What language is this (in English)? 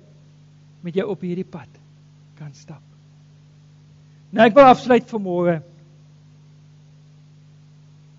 Afrikaans